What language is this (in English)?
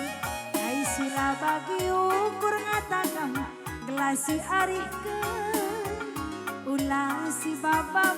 Batak Karo